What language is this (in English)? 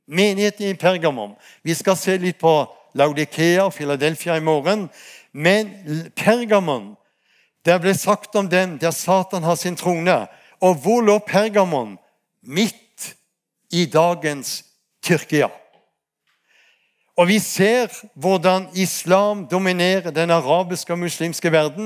Norwegian